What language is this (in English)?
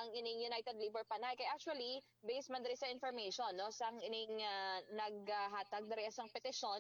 Hiligaynon